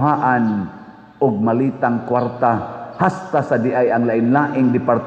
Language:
Cebuano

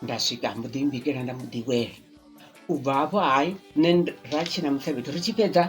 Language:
Venda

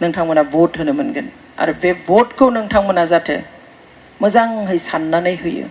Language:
Bodo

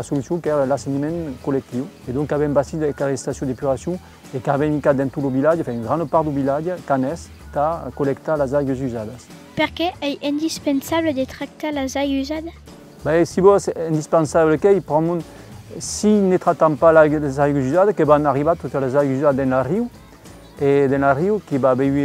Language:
Occitan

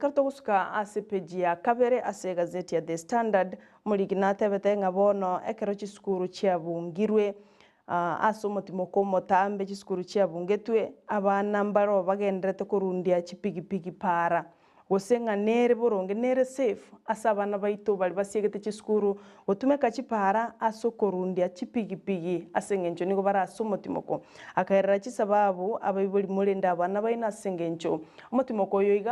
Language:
Gusii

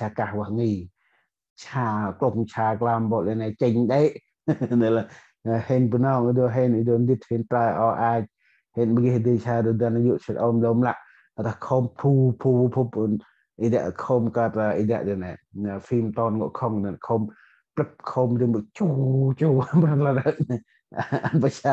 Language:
Central Mnong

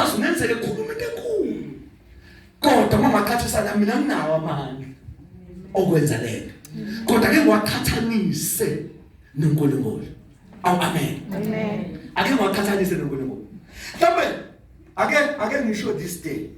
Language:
Zulu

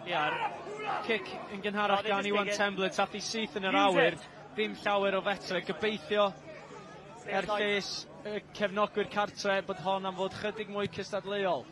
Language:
Welsh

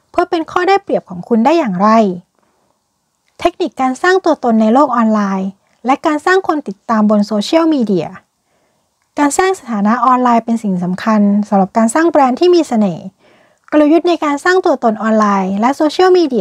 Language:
Thai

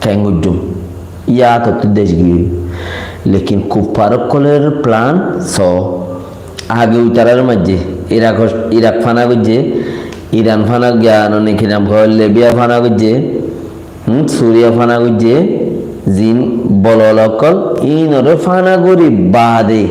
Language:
Rohingya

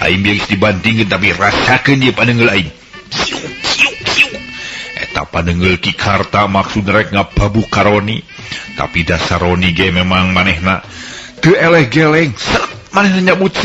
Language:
Sundanese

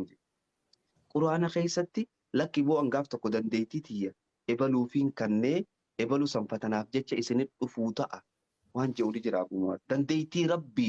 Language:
Oromo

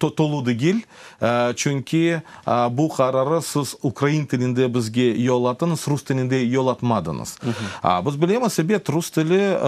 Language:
Crimean Tatar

